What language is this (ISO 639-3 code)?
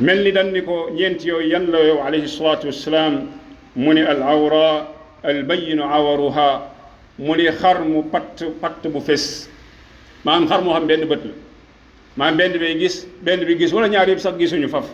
wol